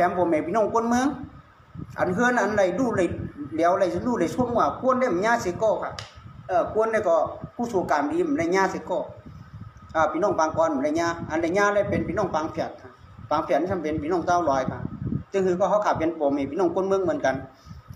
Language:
Shan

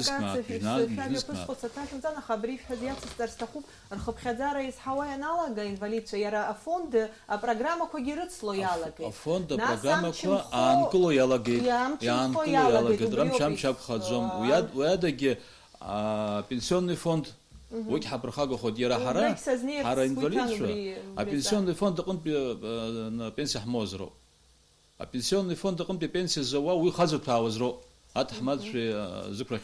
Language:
Abkhazian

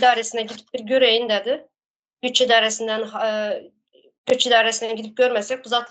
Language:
Turkmen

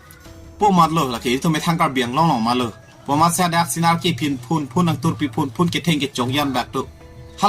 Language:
Karbi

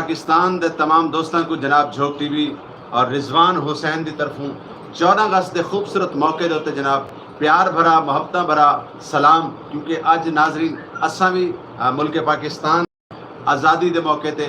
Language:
Saraiki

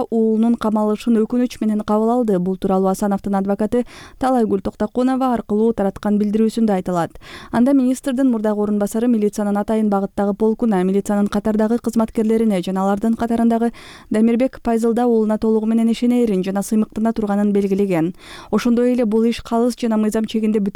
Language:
Kyrgyz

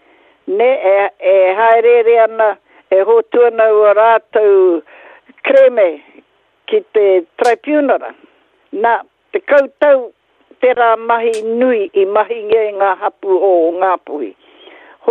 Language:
Māori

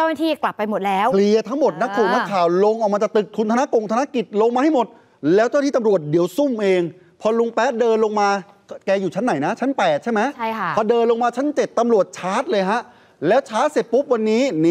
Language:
Thai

